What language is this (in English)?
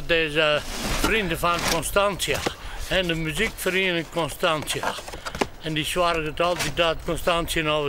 Western Frisian